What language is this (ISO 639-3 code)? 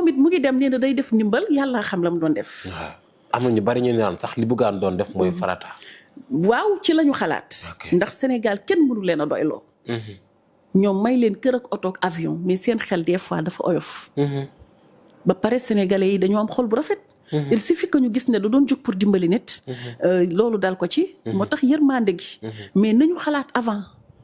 wol